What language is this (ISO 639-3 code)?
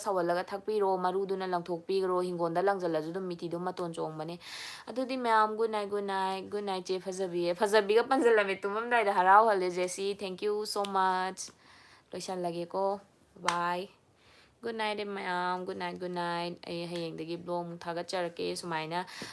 mni